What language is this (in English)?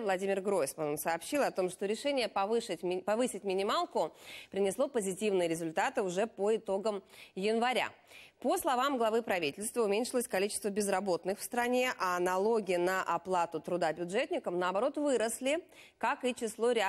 Russian